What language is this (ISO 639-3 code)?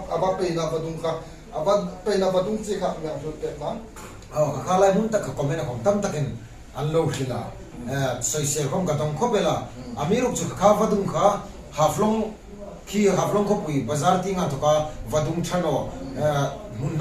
hmr